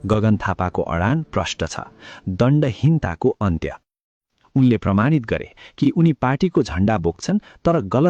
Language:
Nepali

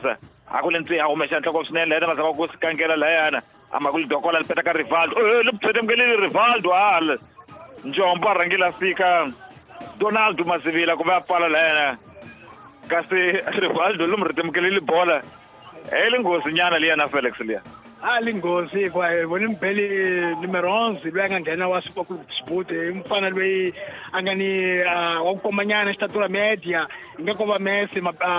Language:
Tsonga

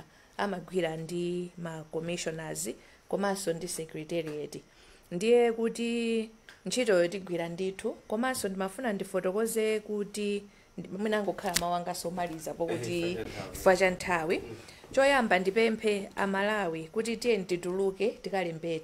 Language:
Nyanja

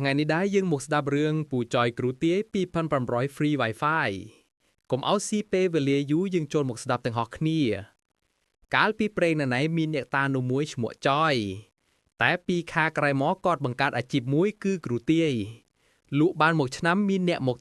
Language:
Khmer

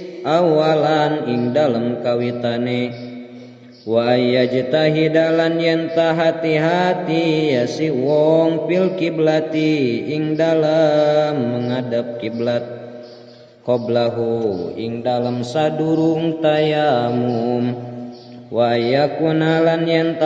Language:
Sundanese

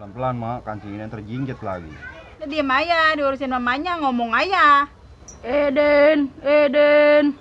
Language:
Betawi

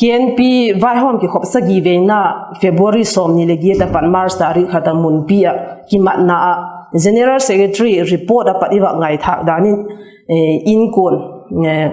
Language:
Vaiphei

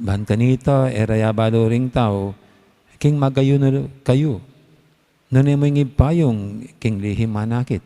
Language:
Pampanga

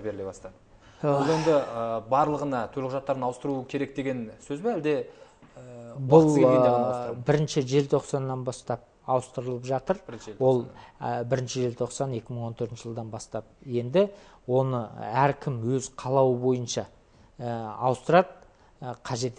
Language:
Kazakh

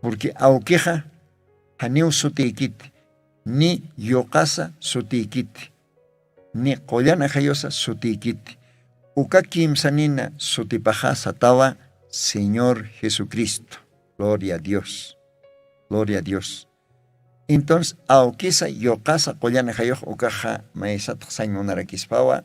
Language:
Aymara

